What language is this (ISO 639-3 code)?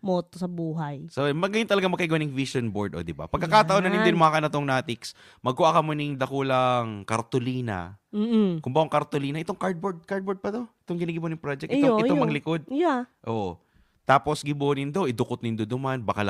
bik